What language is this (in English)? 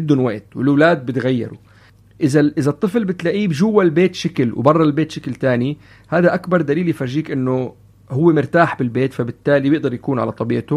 North Levantine Arabic